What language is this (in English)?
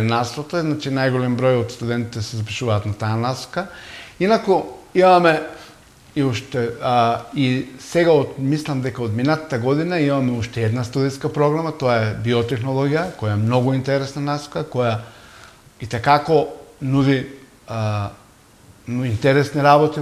Macedonian